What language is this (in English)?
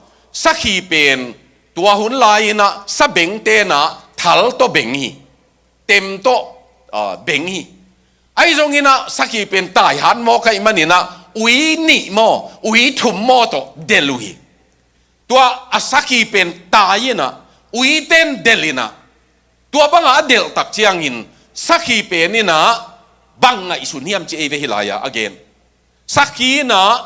Tedim Chin